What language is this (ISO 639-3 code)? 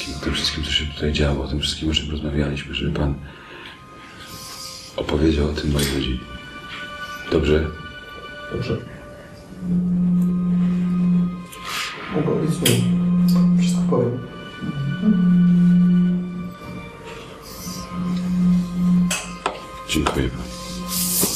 pol